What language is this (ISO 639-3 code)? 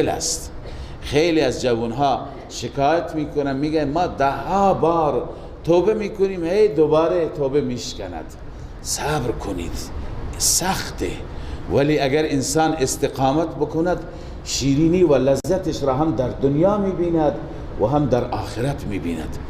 fas